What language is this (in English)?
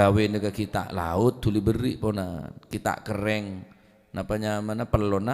Madurese